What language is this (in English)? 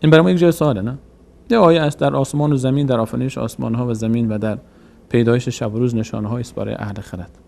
Persian